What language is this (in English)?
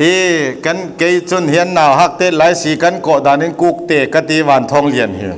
Falam Chin